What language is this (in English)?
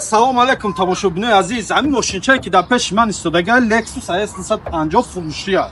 Tajik